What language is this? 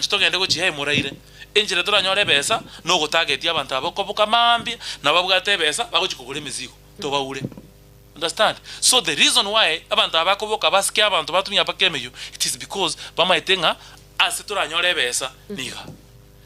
Gusii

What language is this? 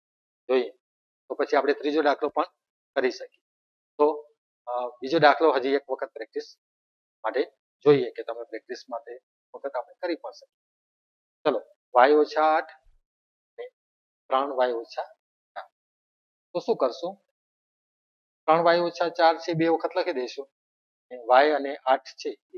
Gujarati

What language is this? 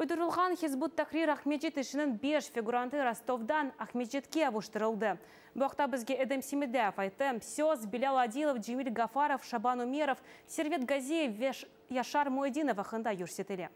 Crimean Tatar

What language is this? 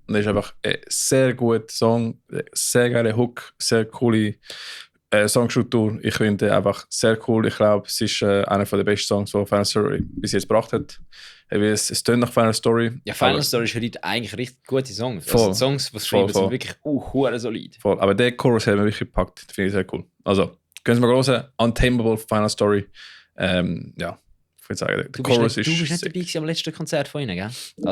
Swiss German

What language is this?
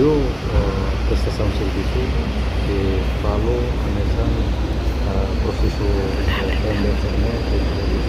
Tetum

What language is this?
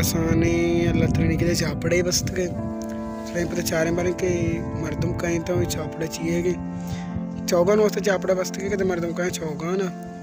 Baluchi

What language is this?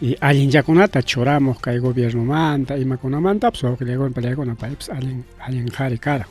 Ayacucho Quechua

